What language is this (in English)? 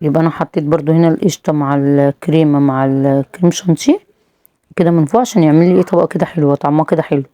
Egyptian Arabic